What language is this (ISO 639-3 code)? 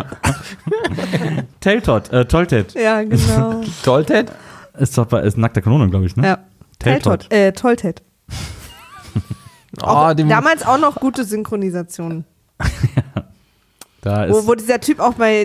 deu